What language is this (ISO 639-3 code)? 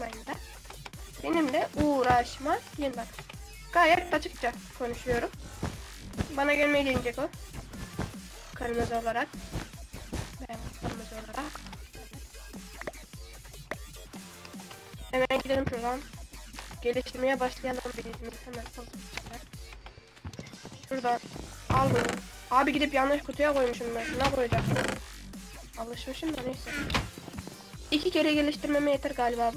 tur